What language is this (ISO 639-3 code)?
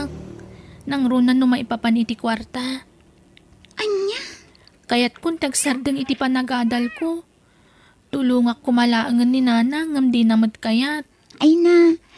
ilo